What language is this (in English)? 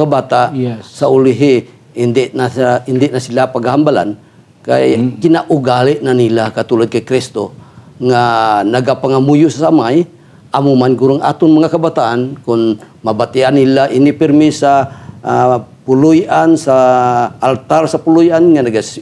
Hiligaynon